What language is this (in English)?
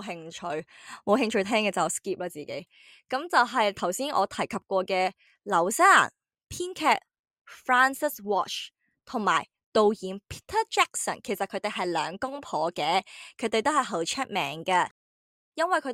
Cantonese